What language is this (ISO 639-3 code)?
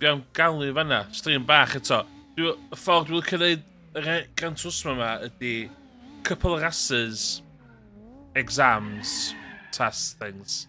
cym